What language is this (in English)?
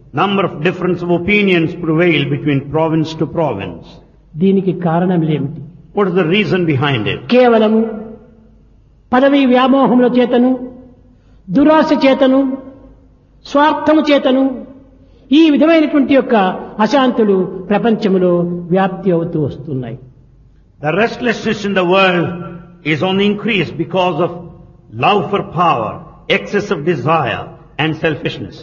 Telugu